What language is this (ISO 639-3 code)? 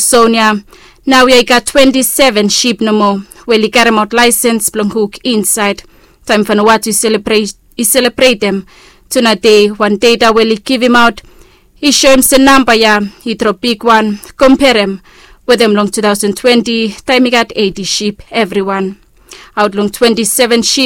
bis